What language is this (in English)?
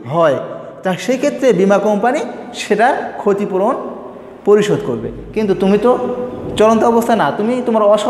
Bangla